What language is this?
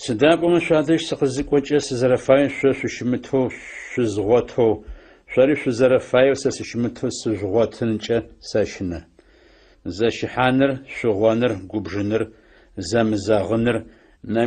Adyghe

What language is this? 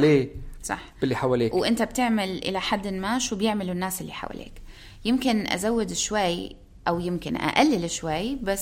North Levantine Arabic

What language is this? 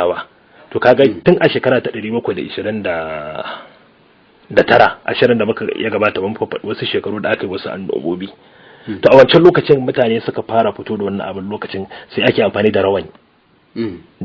Hausa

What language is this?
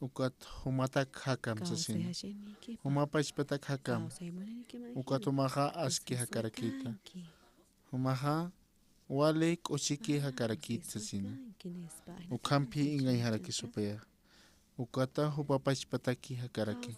Aymara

